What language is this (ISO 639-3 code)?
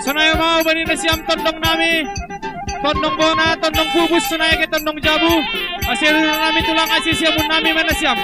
bbc